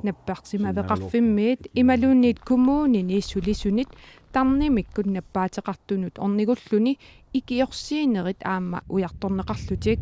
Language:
Kalaallisut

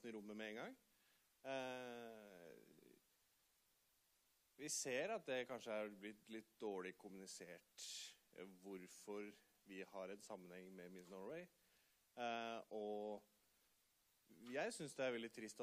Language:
Norwegian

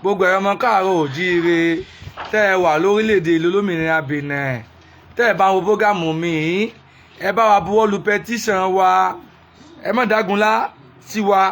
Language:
Yoruba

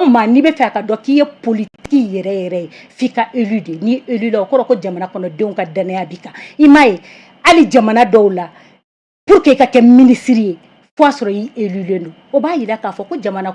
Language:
Bambara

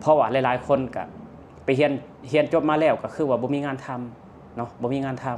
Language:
Lao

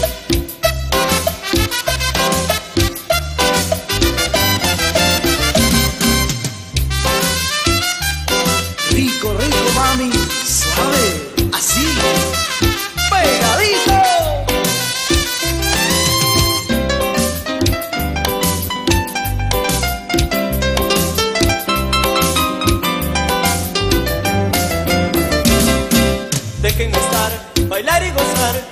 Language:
Spanish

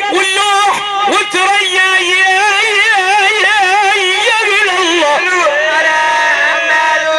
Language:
Arabic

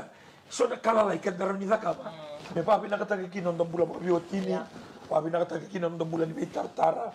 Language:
Fijian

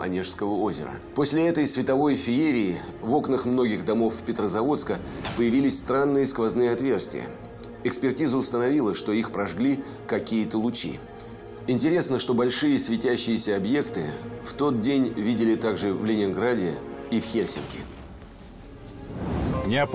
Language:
Russian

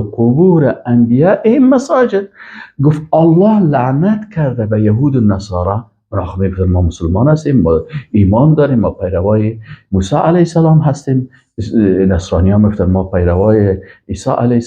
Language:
Persian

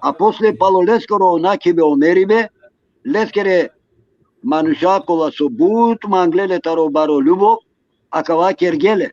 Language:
Balkan Romani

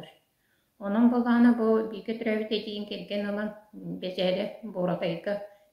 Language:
Yakut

